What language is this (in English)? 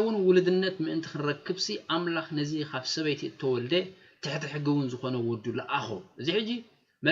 Tigrinya